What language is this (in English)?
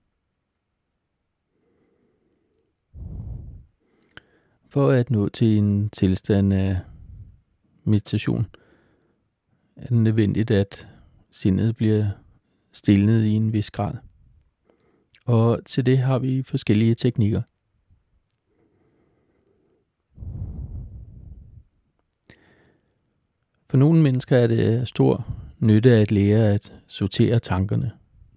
Danish